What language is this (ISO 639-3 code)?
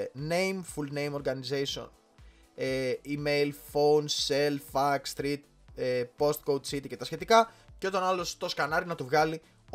ell